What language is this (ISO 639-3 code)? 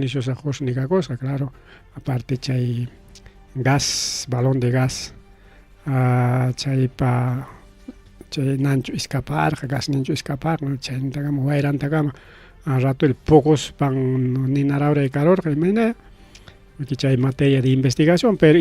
quy